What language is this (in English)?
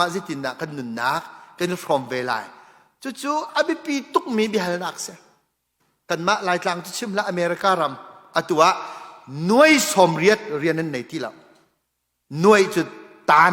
Hakha Chin